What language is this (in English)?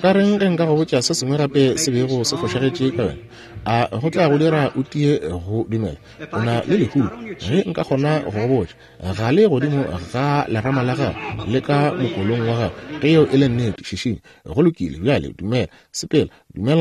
Northern Sotho